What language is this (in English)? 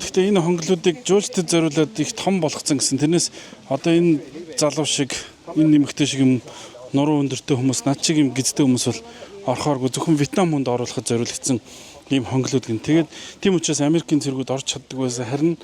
Mongolian